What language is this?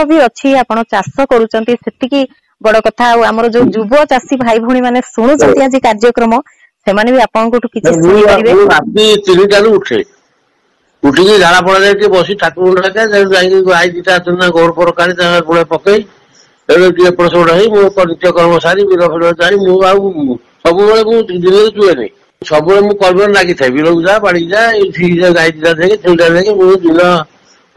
Odia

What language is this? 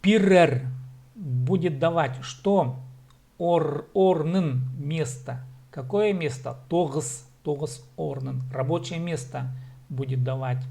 Khakas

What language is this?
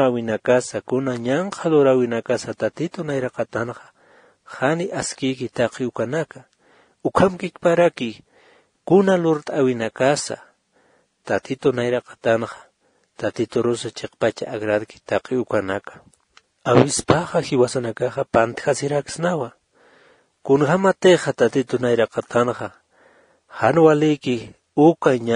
Aymara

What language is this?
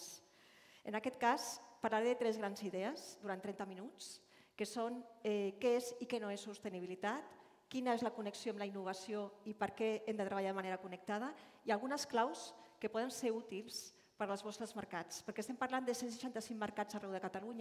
Catalan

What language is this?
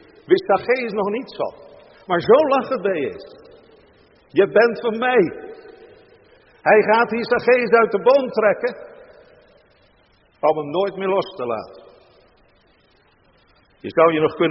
Dutch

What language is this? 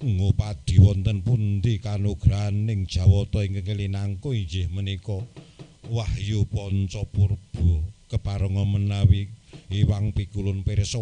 Javanese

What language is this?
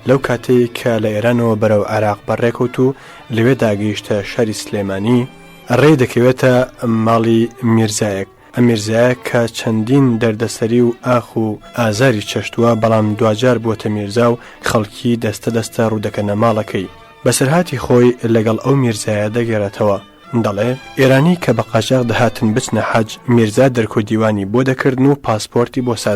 Central Kurdish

